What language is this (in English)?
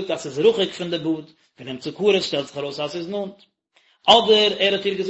Yiddish